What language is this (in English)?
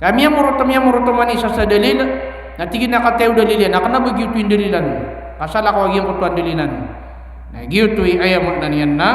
Maranao